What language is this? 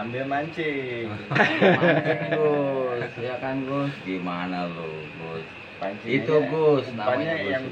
Betawi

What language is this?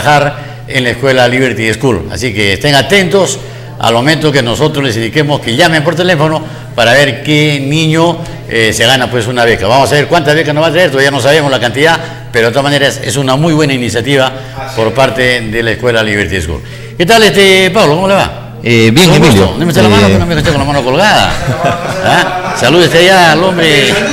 Spanish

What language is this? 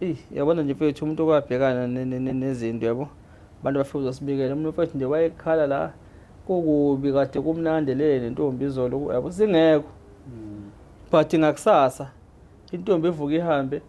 Zulu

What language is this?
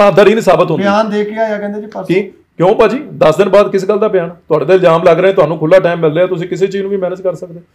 Punjabi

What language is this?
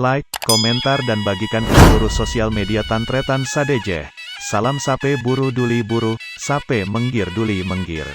Madurese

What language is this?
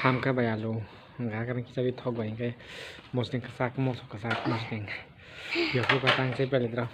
Kok Borok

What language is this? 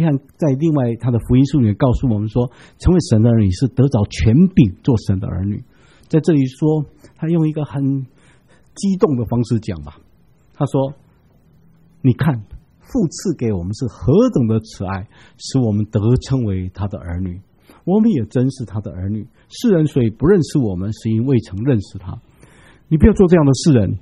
Chinese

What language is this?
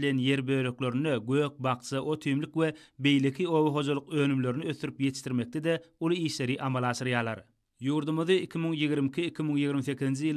Turkmen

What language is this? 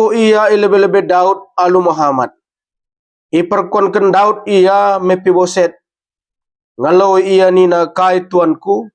Batak Karo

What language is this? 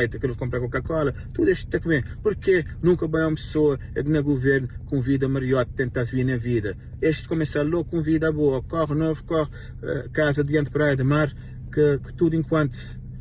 Kabuverdianu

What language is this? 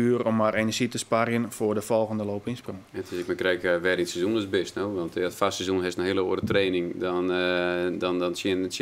Western Frisian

